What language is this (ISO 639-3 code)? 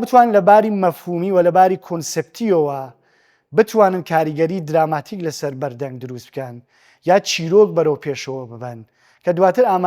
ckb